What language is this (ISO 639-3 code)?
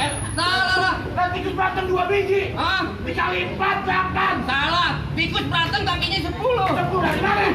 bew